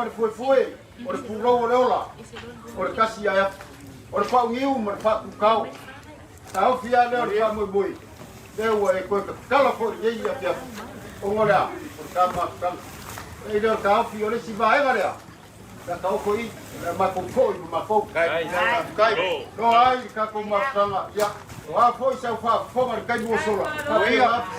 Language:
Samoan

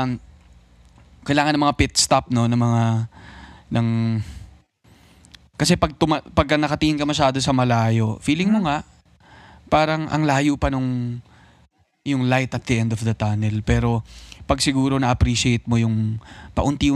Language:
Filipino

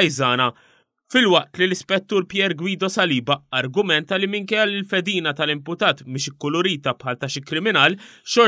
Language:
Maltese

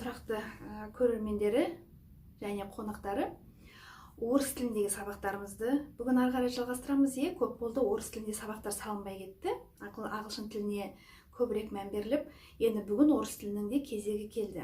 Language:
Kazakh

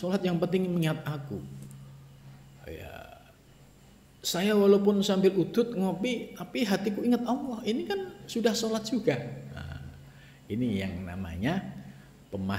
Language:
Indonesian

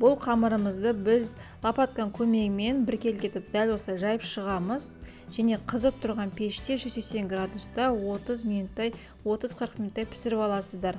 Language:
Kazakh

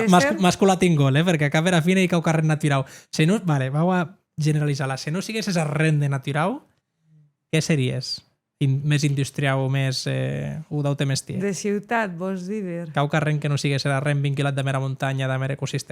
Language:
Occitan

